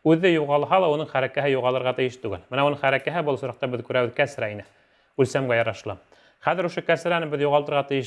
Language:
Bashkir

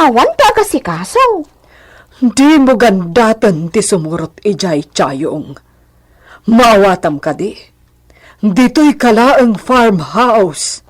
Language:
Iloko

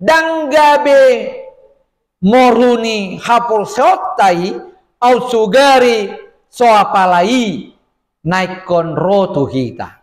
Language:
Batak Toba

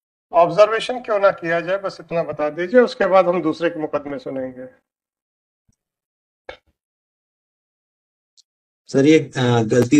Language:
Hindi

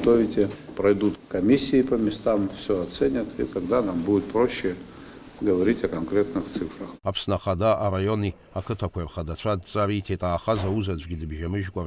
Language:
Abkhazian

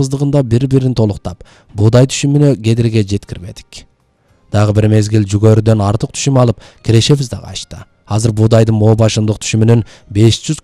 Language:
Kyrgyz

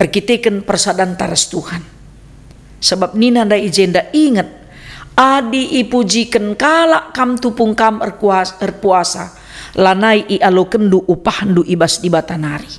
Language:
Batak Karo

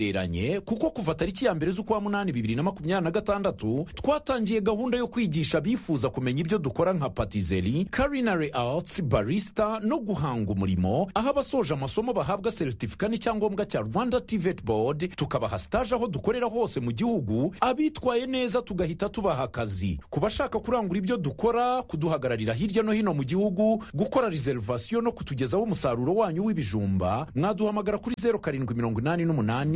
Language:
Kinyarwanda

